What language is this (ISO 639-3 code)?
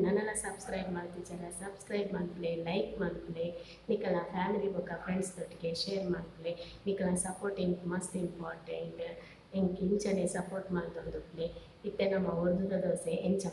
tcy